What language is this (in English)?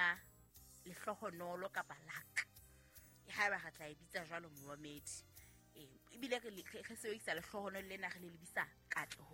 Southern Sotho